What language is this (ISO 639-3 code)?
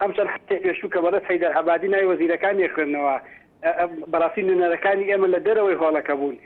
ckb